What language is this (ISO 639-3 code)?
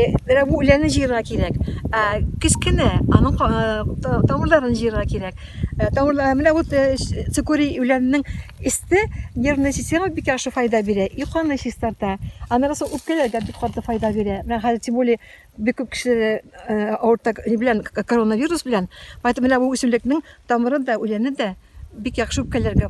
tat